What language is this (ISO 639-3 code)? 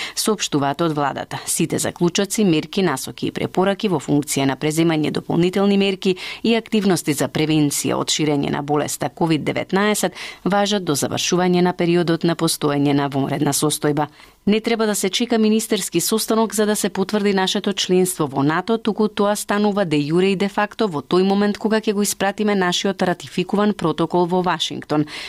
mkd